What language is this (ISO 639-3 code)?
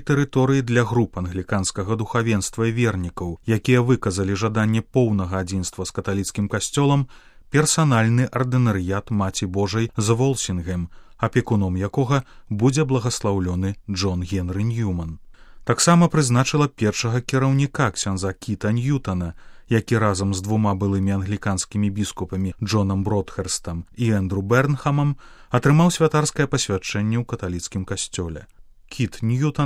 bel